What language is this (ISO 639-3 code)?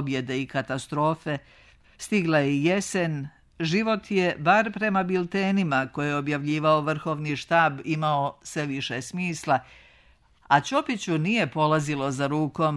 srp